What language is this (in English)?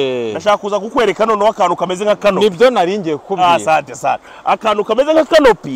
Kinyarwanda